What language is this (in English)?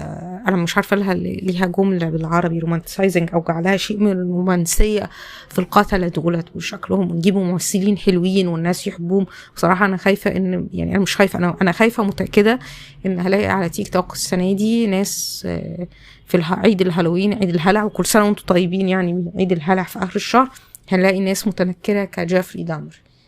Egyptian Arabic